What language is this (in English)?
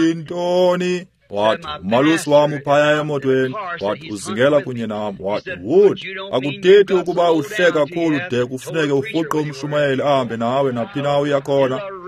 Xhosa